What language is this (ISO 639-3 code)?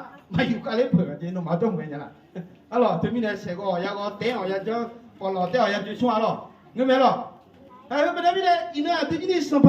ahk